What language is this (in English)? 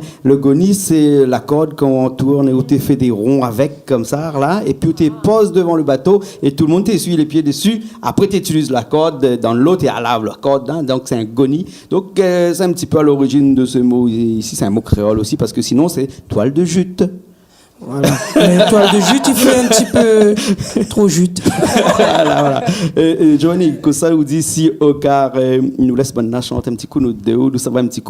Réunion Creole French